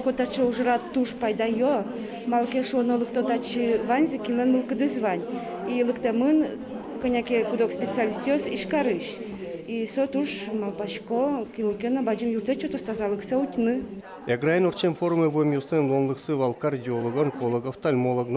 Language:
Udmurt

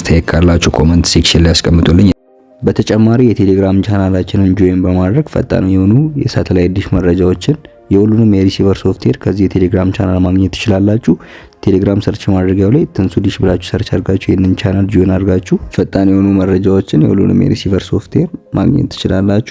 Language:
Amharic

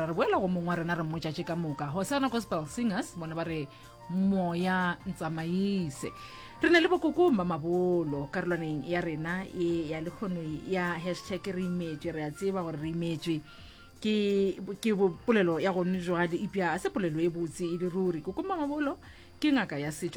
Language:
Northern Sotho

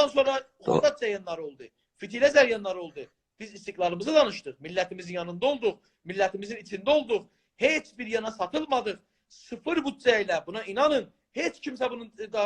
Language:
South Azerbaijani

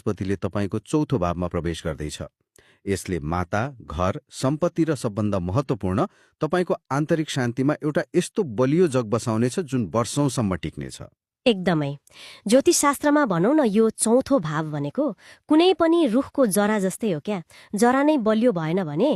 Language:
Nepali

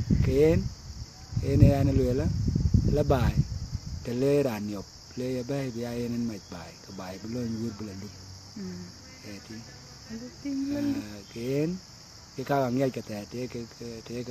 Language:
Dinka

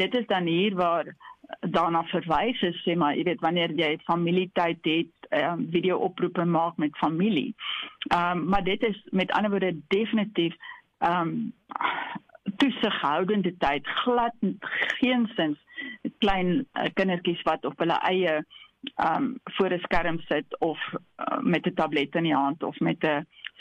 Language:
Afrikaans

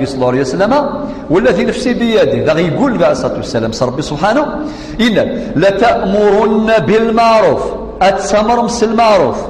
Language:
Kabyle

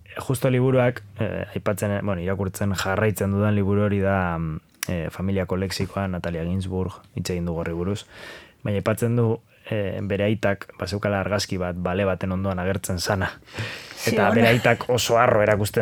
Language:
Basque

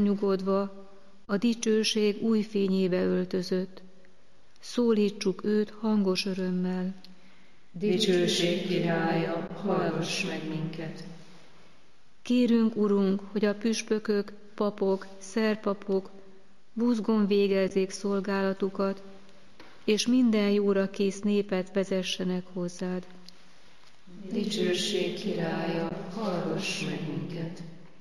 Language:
Hungarian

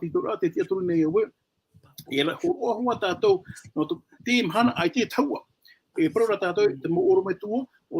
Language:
Tahitian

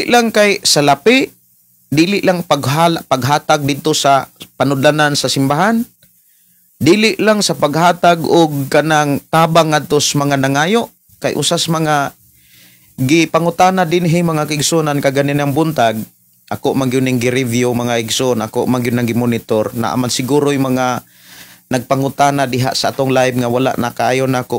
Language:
Cebuano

